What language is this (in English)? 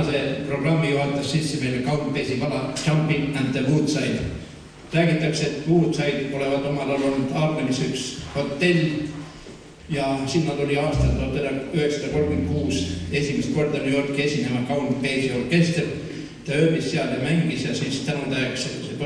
Estonian